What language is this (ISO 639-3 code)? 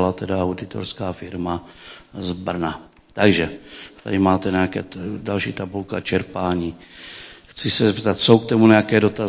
ces